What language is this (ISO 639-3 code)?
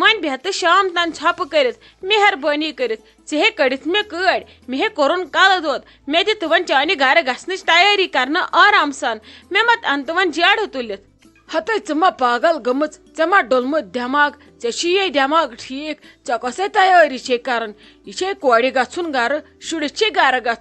kas